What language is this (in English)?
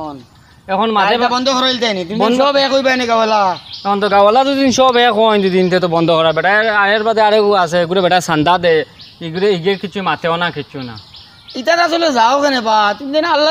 Sylheti